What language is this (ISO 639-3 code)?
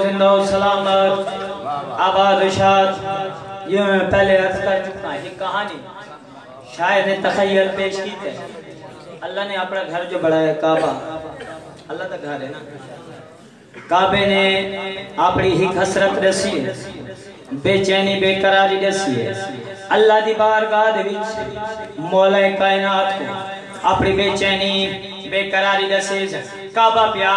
urd